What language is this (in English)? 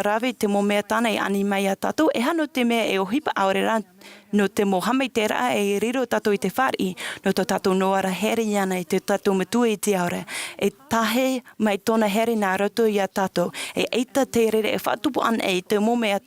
Tahitian